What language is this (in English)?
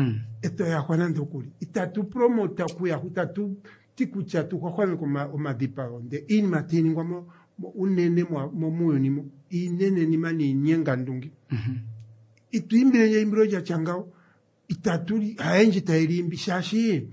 Kuanyama